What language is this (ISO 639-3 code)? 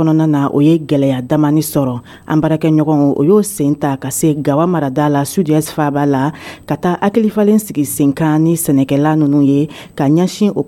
dyu